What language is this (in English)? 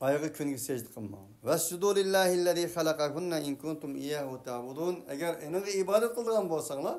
Uyghur